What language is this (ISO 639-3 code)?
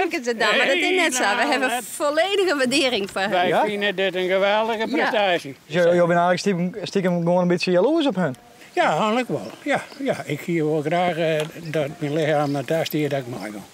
fry